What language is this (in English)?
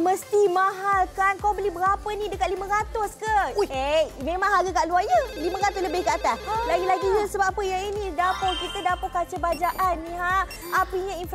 Malay